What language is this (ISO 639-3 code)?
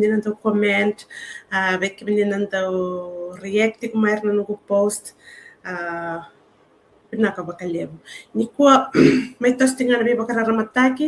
fij